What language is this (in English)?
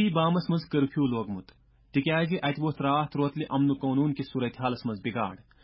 Kashmiri